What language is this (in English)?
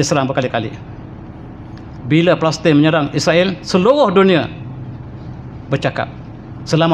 Malay